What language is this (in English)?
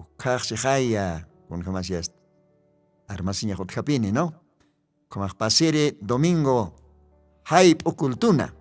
Aymara